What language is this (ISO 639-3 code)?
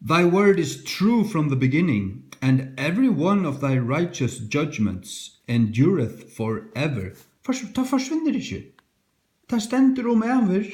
fao